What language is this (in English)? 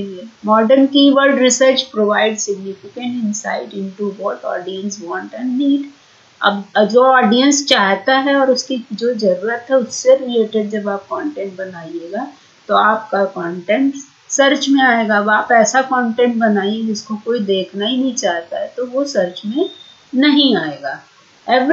Hindi